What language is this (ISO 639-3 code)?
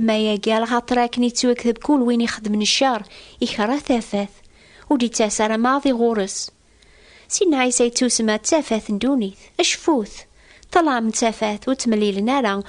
kab